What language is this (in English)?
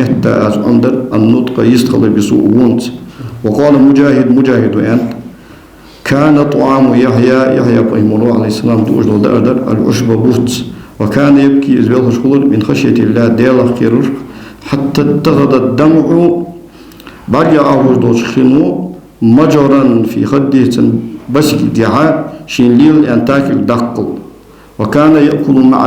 Ingush